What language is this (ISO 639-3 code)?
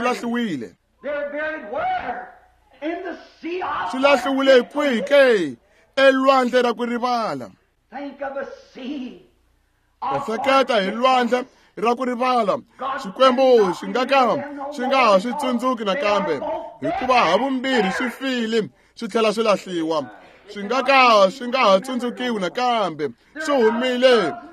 tso